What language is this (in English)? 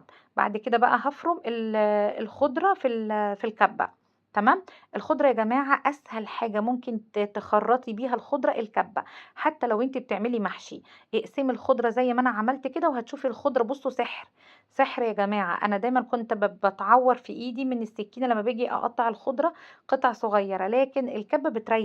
Egyptian Arabic